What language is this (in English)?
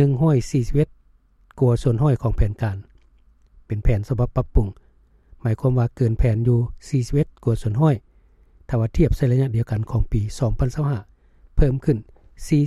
Lao